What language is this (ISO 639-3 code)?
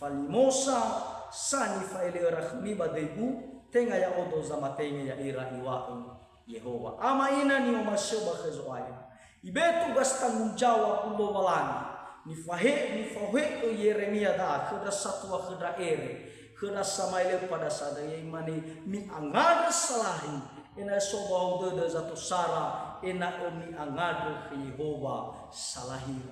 nia